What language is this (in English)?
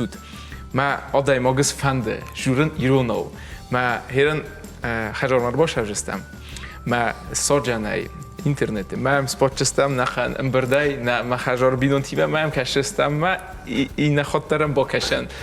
Ossetic